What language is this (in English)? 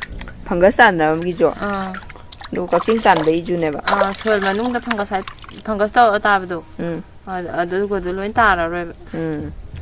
Manipuri